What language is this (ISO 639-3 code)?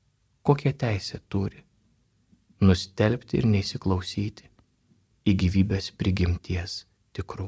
lit